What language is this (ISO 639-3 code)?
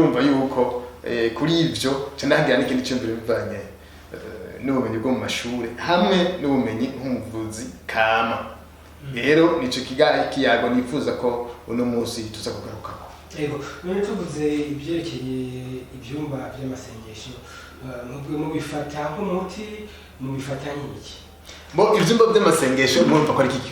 run